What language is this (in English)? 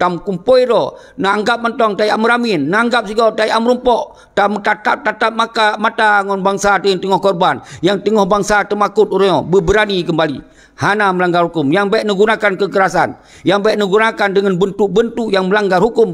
Achinese